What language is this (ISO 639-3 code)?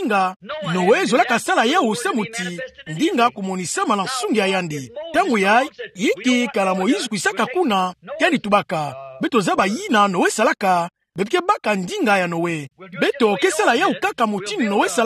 ktu